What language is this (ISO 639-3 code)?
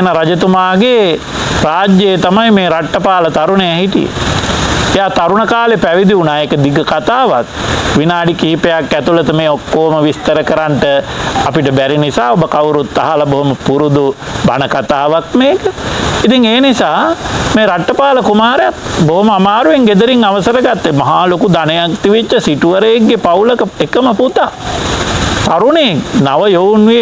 sin